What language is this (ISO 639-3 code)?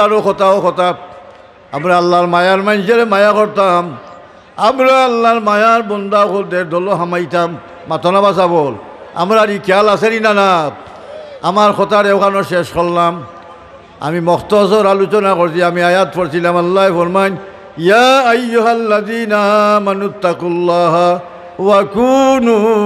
syl